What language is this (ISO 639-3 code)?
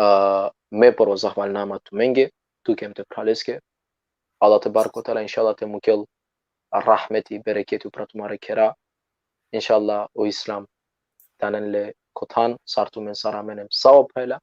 rmn